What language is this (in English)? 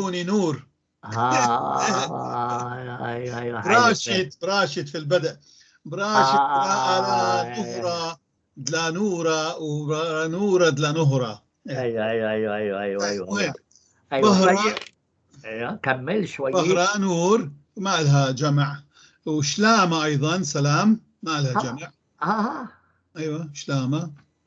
North Levantine Arabic